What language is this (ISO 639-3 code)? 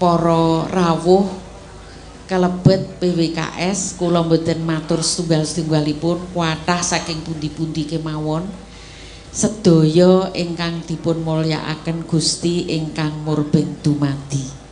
jav